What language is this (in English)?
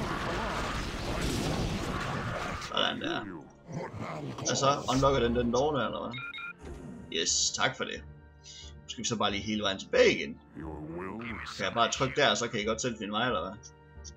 Danish